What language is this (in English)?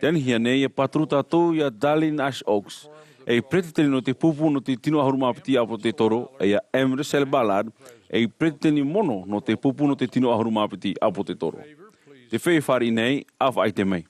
Tahitian